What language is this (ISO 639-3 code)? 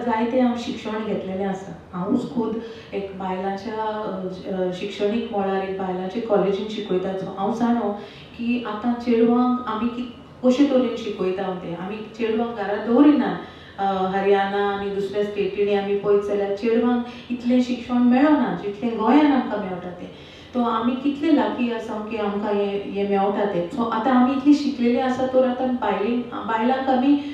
kok